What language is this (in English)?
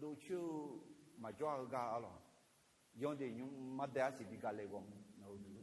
Akha